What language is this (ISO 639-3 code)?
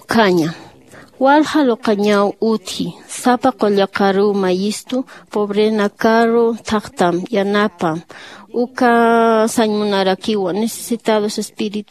aym